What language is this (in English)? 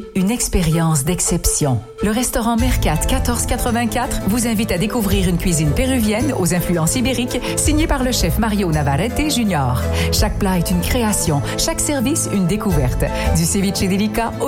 French